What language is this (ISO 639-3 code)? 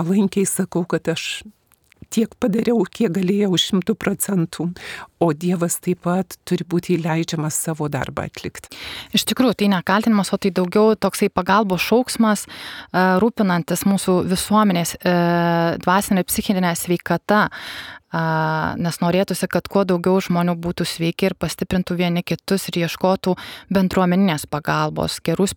lit